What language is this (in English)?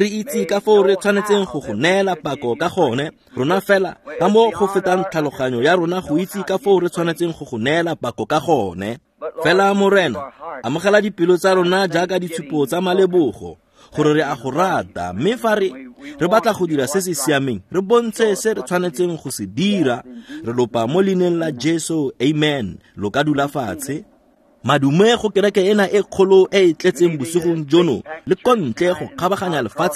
Tswana